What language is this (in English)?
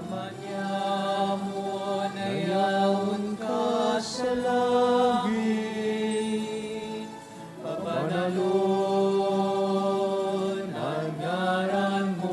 Bikol